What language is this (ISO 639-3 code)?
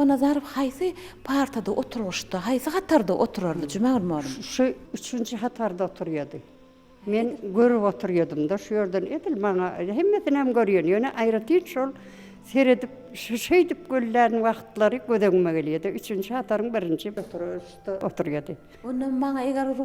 tuk